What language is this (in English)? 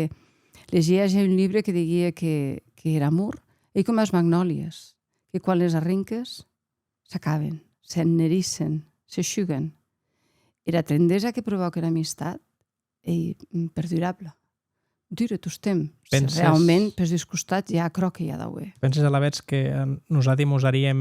Occitan